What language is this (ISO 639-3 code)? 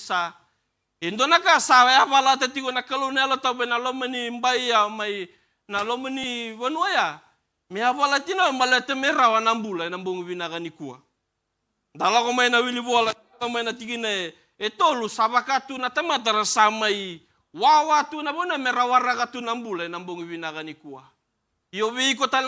fij